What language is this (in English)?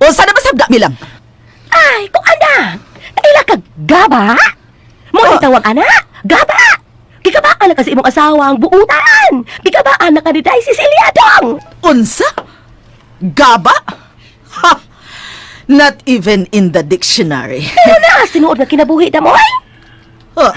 Cebuano